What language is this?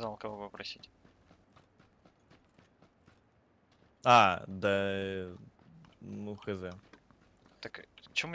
Russian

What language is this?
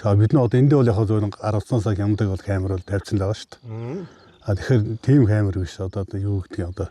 Mongolian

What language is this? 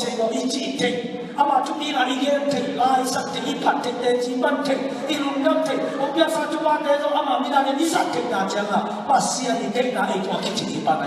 Tedim Chin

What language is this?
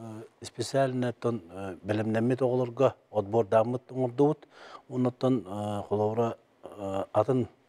Yakut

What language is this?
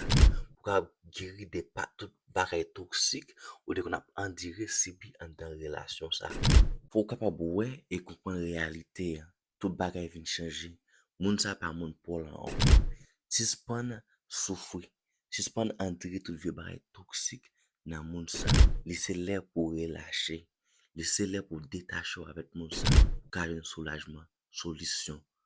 Haitian Creole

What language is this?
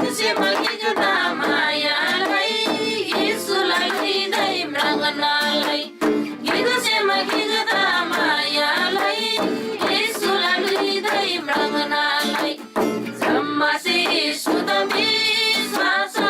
Eastern Tamang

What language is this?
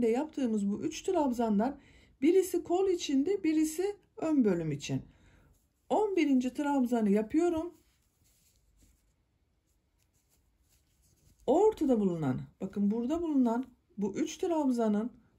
Turkish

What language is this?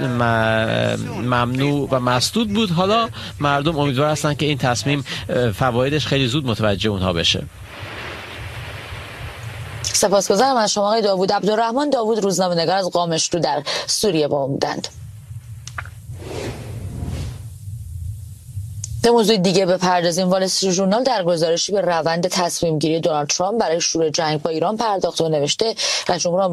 Persian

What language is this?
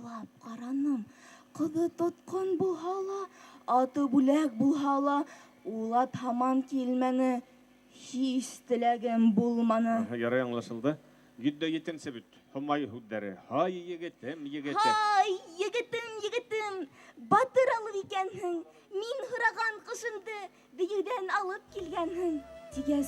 Bashkir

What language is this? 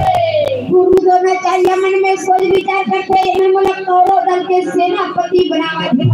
Chhattisgarhi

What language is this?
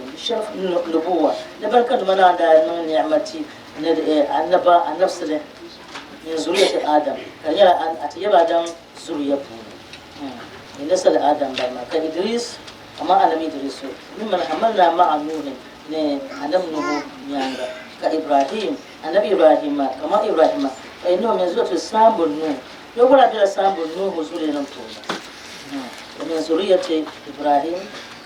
Dagbani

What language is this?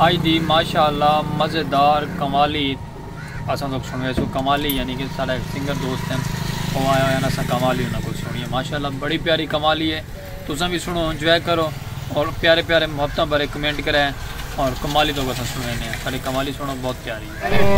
Saraiki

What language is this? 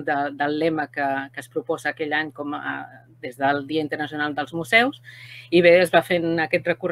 Catalan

